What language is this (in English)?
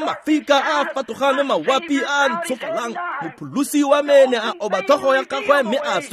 Tswana